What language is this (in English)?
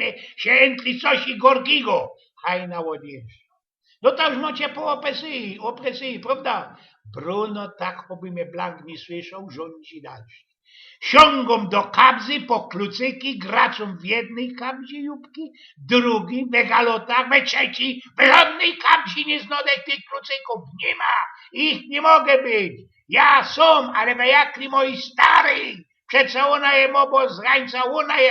Silesian